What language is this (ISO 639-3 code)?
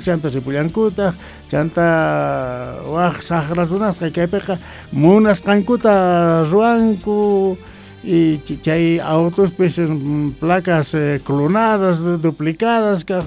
quh